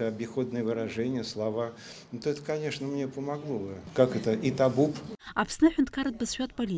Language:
Abkhazian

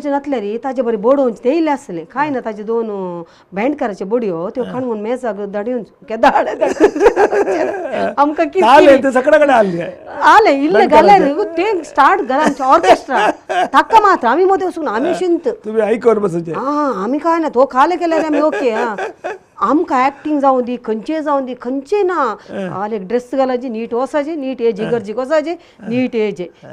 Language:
Konkani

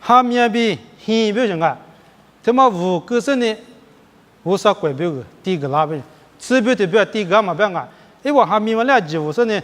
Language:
Lisu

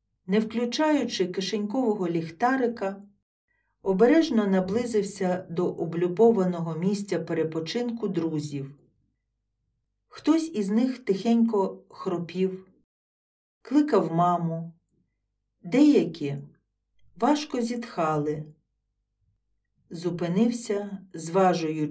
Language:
Ukrainian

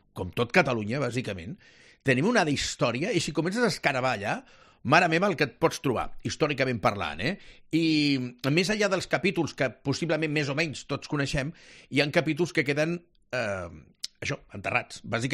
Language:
Catalan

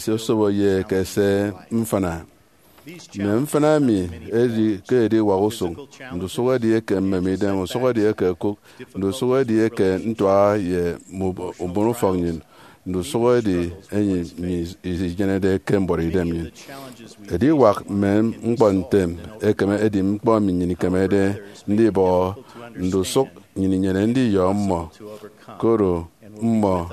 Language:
Efik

